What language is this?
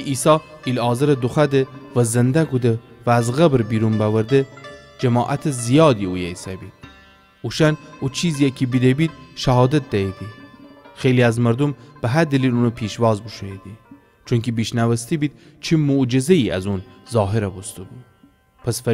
Gilaki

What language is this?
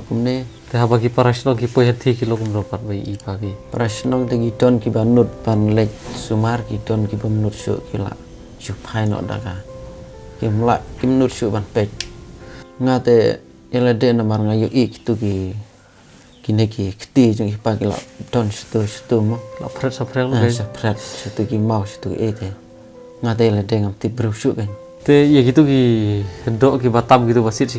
Khasi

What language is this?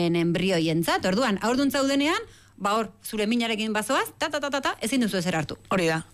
Basque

